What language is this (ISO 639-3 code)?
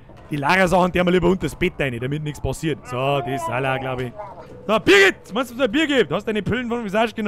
bar